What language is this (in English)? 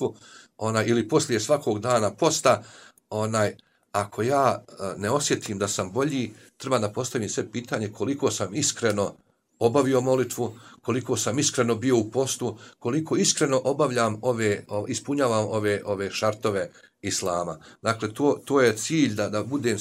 Bosnian